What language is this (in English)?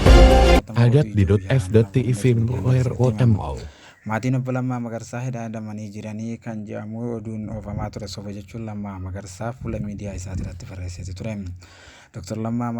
Oromo